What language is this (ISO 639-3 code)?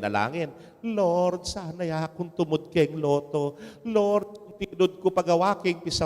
pam